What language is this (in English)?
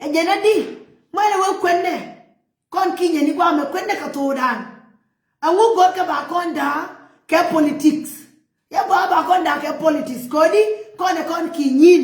Nuer